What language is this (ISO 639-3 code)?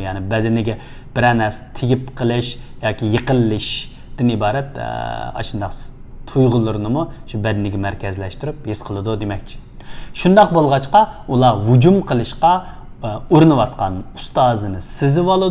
uig